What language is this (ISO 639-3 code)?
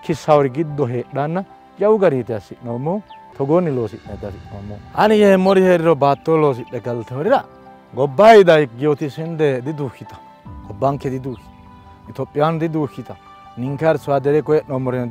sid